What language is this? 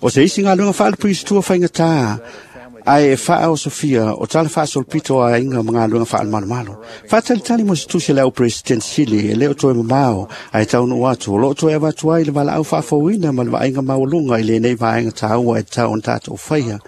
Samoan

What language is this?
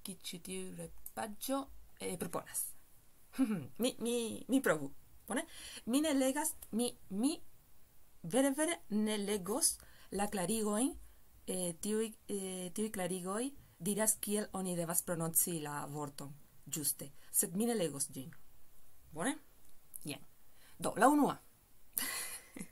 Esperanto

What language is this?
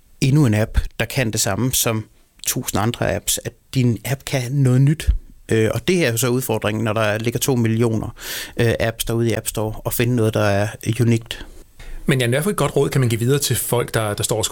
Danish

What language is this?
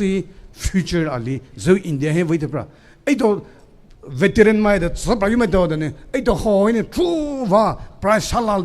Poumei Naga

